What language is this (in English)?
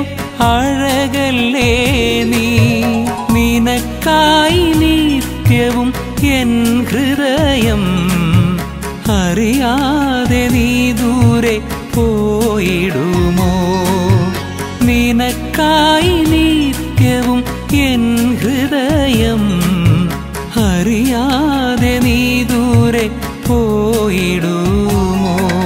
Malayalam